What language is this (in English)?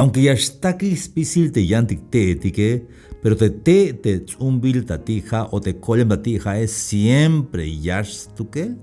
Tzeltal